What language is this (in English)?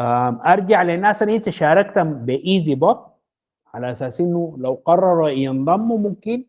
Sudanese Arabic